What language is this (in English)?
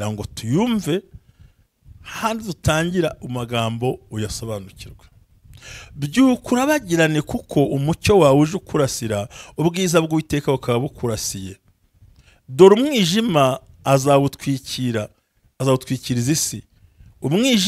Kinyarwanda